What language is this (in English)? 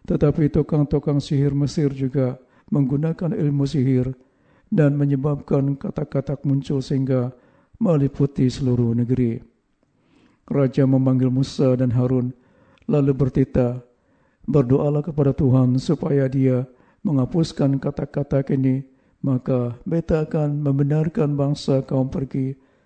Malay